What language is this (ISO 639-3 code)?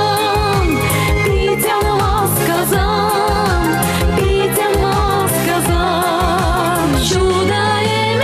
chv